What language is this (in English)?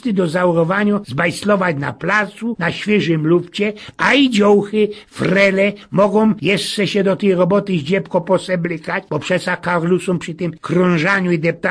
Silesian